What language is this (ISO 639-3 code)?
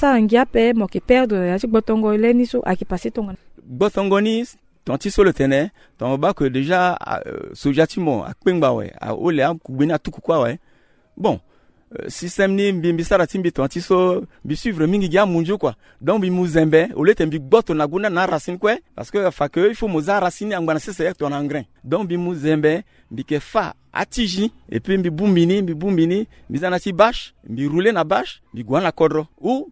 sag